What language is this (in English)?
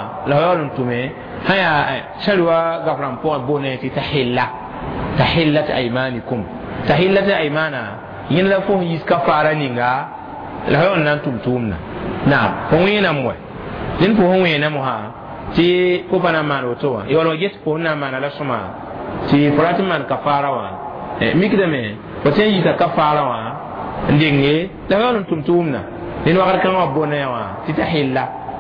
Mossi